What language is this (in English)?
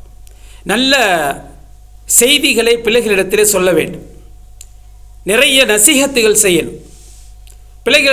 Tamil